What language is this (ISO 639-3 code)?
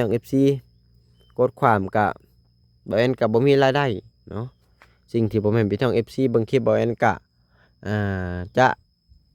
lao